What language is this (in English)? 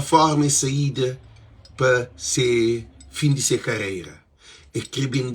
Kabuverdianu